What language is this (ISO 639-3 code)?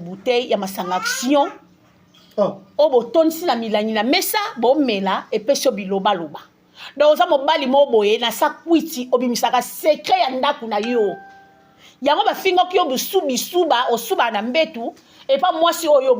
lin